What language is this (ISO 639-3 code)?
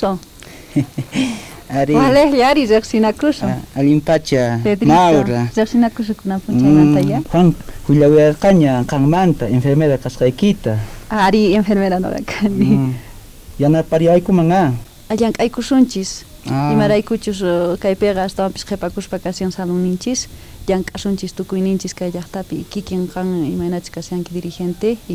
quh